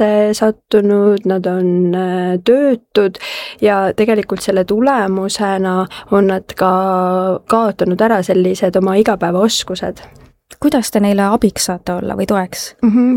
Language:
Estonian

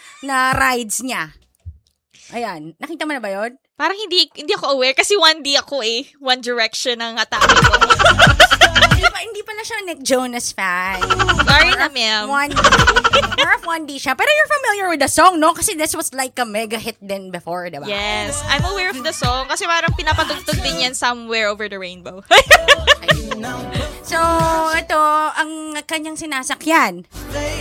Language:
Filipino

